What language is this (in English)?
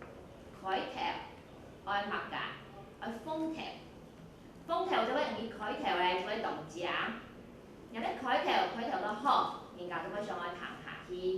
Hakka Chinese